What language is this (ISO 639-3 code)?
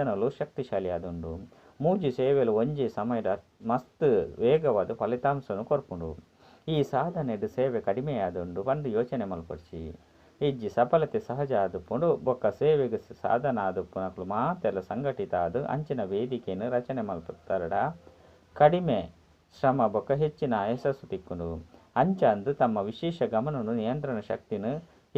tcy